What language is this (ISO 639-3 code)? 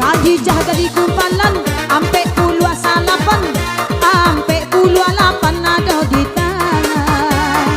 min